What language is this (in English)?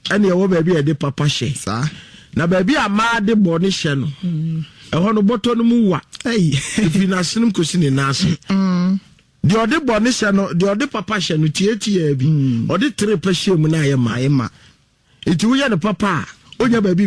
Akan